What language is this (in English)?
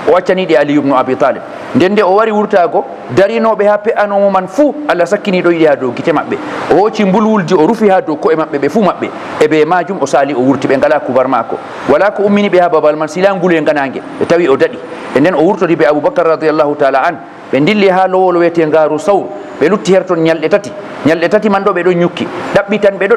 Fula